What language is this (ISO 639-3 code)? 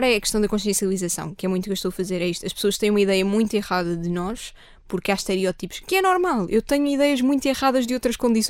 por